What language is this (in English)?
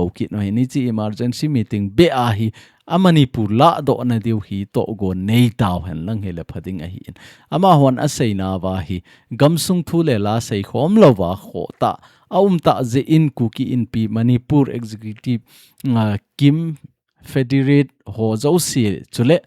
Thado Chin